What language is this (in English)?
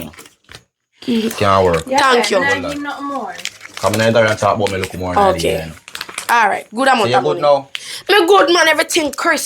Jamaican Creole English